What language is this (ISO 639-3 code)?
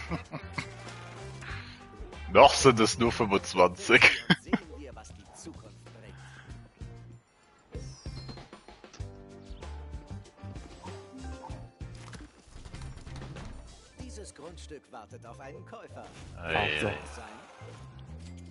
deu